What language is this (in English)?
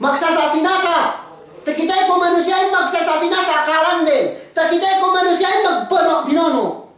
Yakan